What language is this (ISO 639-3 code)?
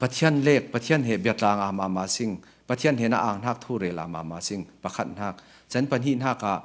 cfm